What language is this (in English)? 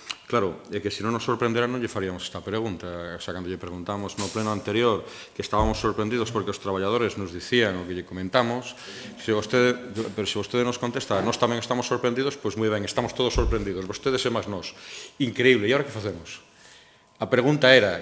Galician